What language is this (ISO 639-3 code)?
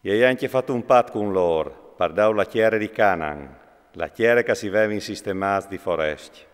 fur